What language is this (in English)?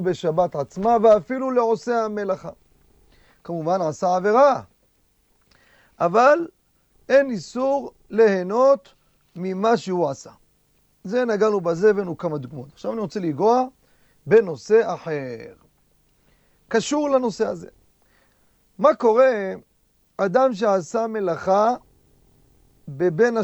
Hebrew